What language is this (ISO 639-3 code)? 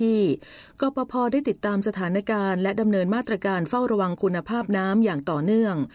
tha